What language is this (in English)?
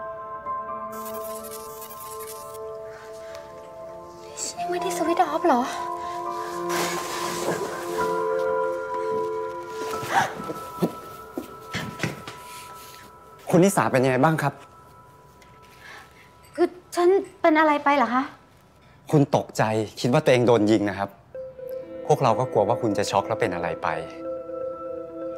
Thai